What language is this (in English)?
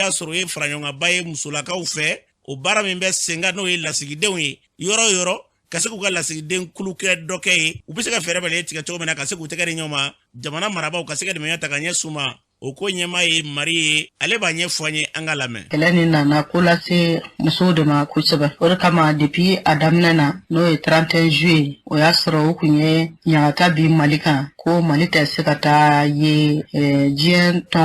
Bambara